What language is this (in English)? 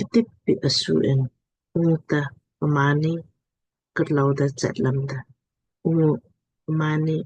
Lamkang